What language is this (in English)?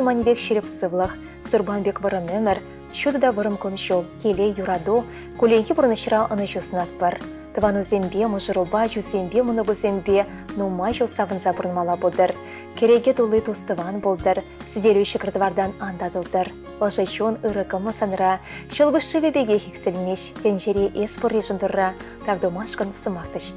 Chuvash